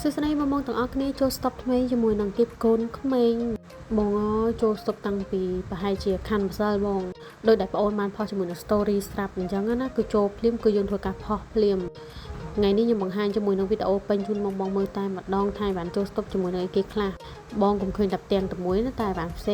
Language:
Khmer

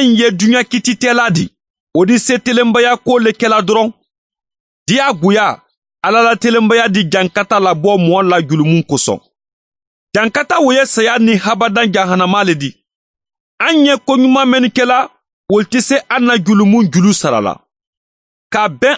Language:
Mandingo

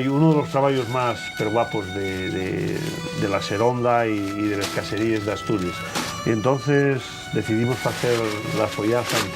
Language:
Asturian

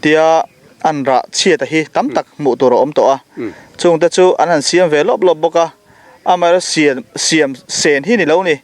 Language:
Mizo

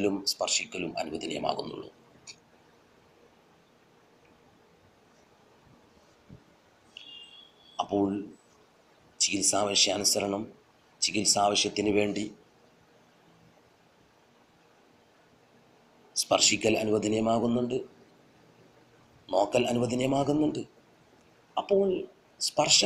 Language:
Malayalam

